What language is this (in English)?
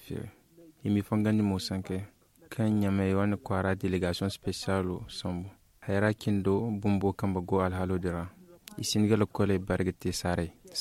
Zarma